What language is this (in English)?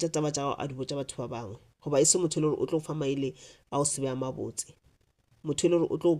Northern Sotho